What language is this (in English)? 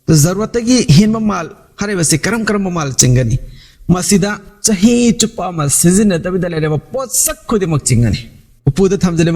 Manipuri